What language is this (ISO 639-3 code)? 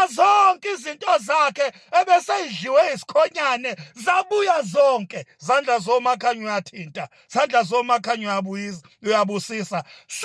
zul